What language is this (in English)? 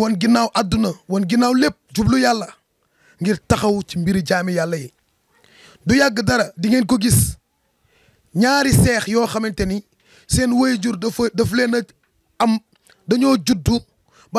Wolof